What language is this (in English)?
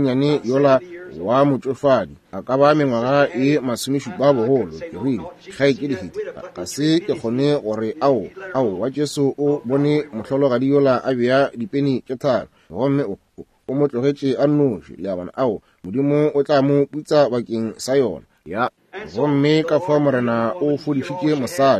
Northern Sotho